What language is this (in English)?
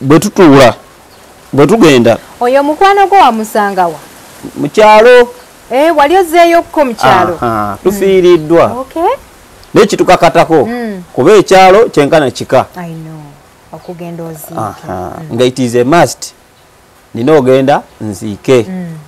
Ganda